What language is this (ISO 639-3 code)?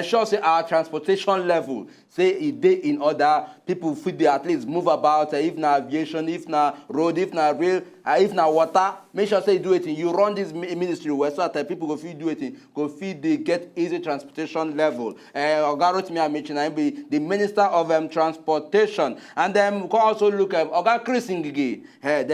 pcm